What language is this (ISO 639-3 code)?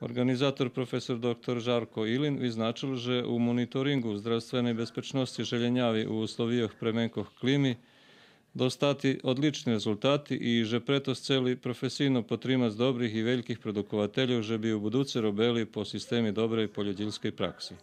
rue